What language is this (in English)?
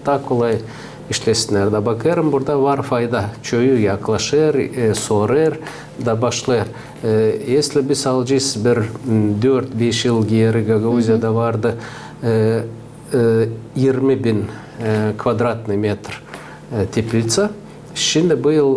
Gagauz